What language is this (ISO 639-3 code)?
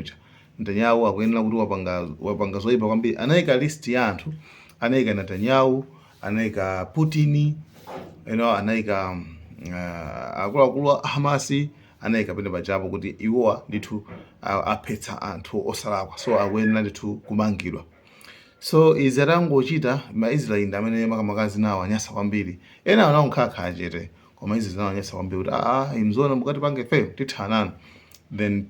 nya